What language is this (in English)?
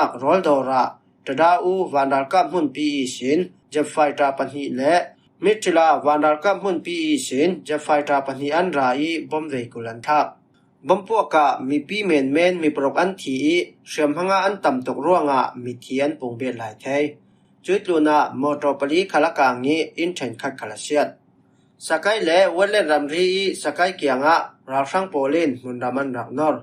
Falam Chin